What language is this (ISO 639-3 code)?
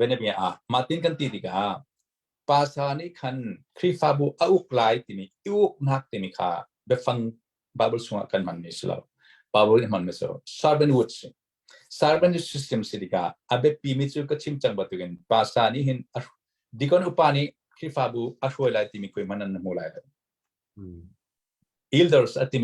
cnh